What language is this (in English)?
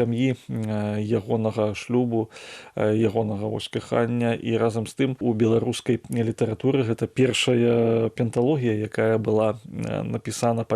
Belarusian